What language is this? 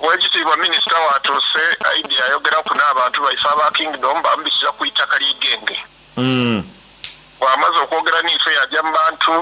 Soga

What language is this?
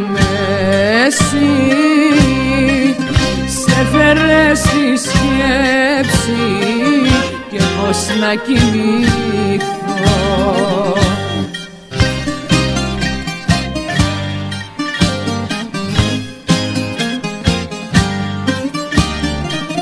Greek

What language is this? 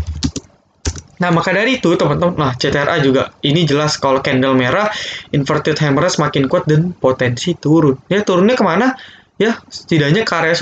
Indonesian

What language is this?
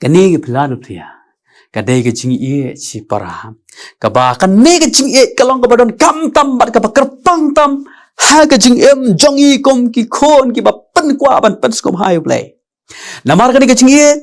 Khasi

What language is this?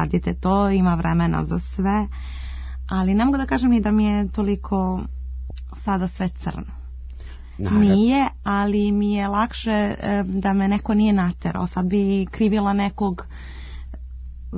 Serbian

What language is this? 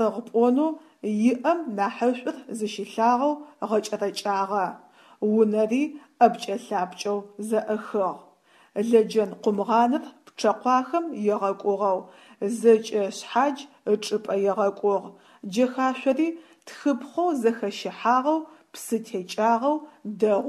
Adyghe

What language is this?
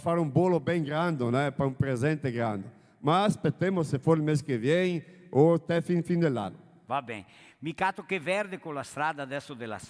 Venetian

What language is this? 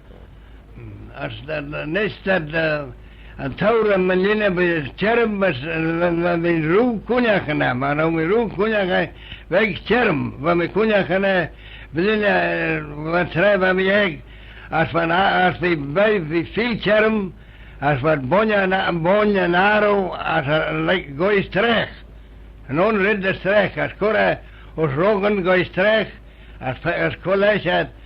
Manx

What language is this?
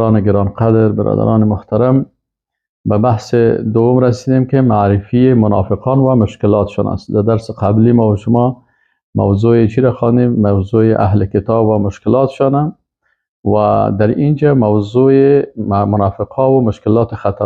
Persian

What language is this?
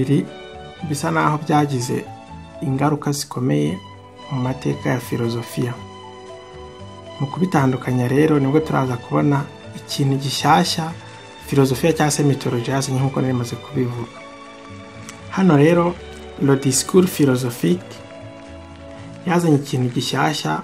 Kinyarwanda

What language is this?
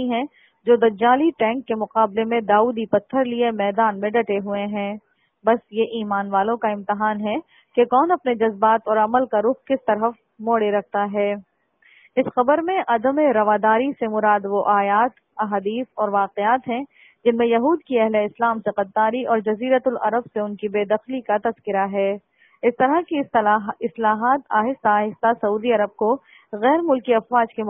Urdu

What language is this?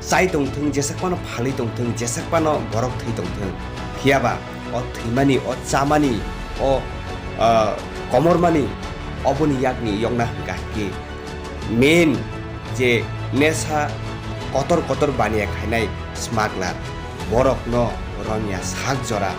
Kok Borok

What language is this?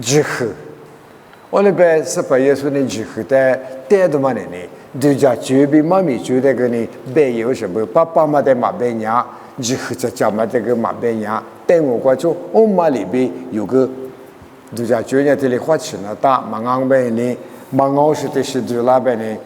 Lisu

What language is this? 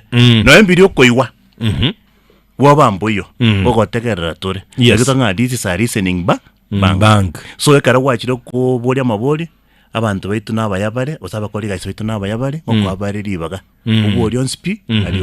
Gusii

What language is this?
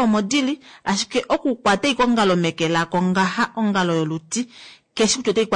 Kuanyama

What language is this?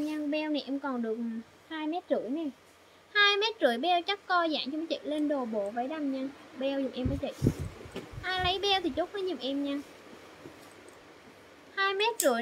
Vietnamese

